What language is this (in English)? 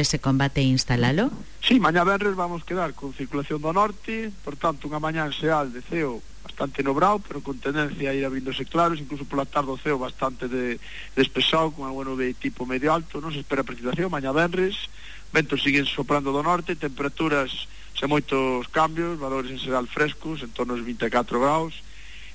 Galician